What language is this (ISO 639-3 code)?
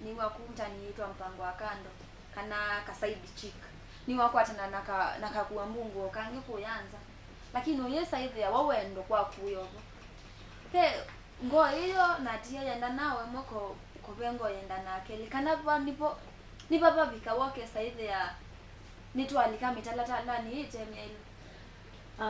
kam